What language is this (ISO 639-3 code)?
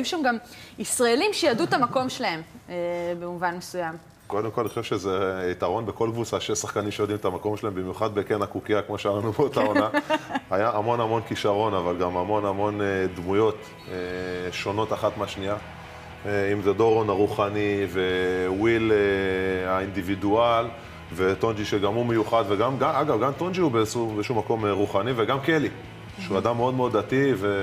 heb